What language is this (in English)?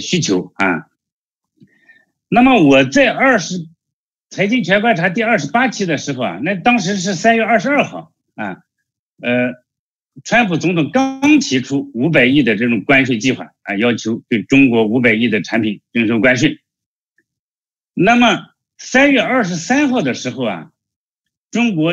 Chinese